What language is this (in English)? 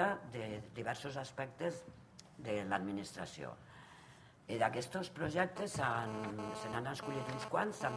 Catalan